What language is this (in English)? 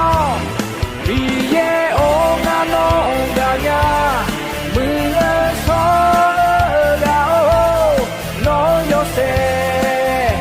Akha